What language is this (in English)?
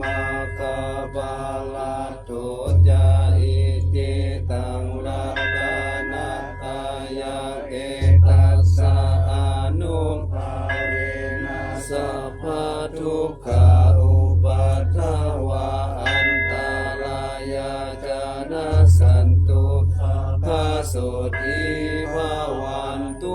Pali